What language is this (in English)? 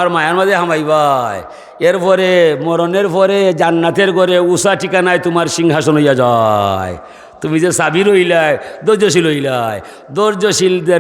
Sylheti